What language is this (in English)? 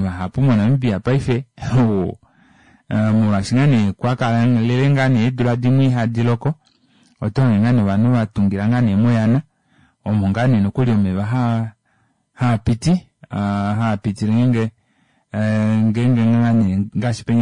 Kuanyama